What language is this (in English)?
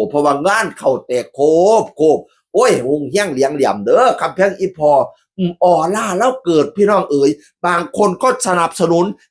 Northeastern Thai